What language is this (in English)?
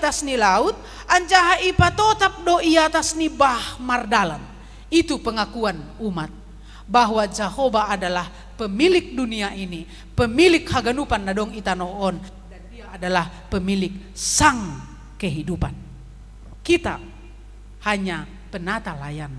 Batak Simalungun